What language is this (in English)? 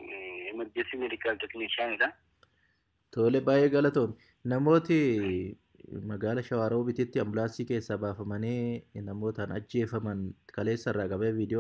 Oromo